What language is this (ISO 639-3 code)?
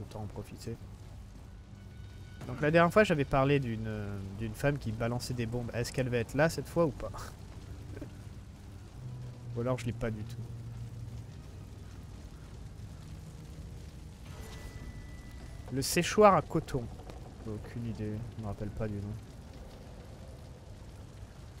fra